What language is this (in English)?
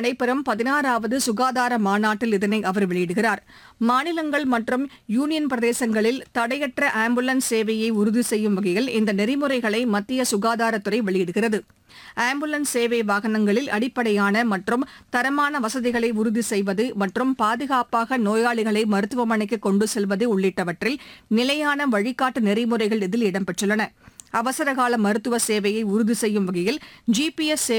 Tamil